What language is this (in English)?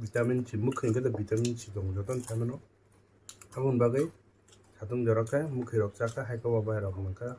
Kok Borok